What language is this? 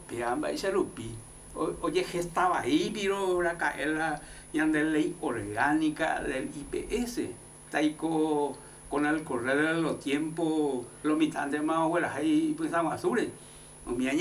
Guarani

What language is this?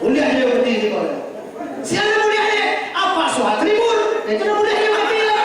Minangkabau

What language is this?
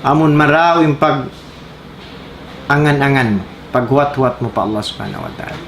Tausug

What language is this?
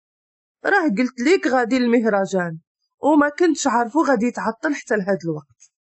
Moroccan Arabic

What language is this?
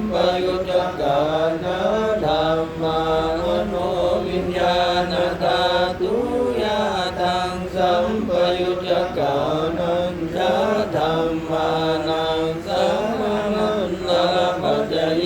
Pali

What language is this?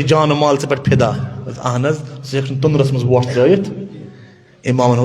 Kashmiri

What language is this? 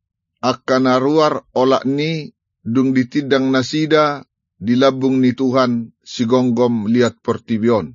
Batak Toba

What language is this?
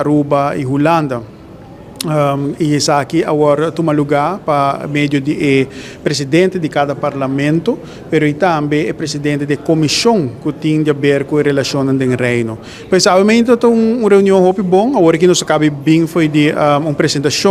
Papiamento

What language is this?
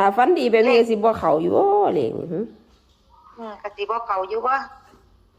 Northeastern Thai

